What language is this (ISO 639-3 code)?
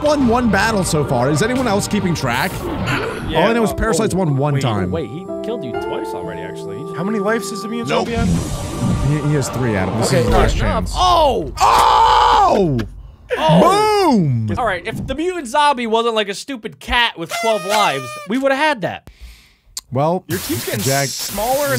eng